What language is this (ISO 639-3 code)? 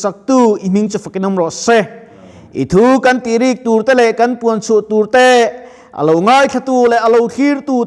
lus